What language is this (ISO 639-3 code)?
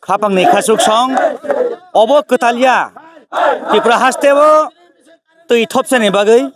trp